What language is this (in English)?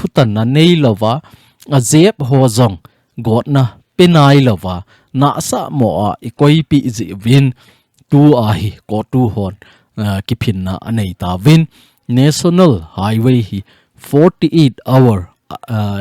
Thado Chin